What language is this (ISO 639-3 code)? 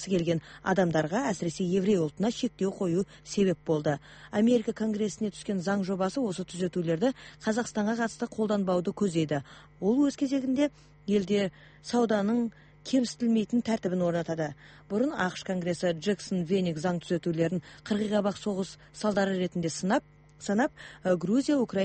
kaz